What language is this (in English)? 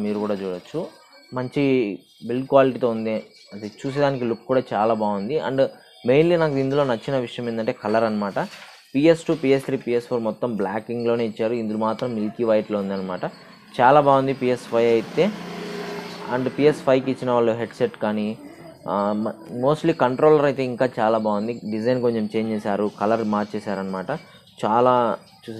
Telugu